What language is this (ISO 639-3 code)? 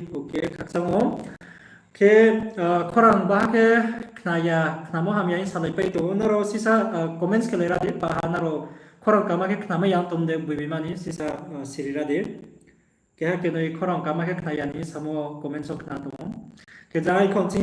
ria